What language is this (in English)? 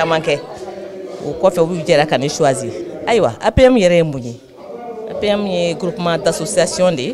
Bambara